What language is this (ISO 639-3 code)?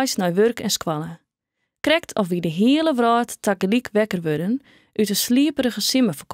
fry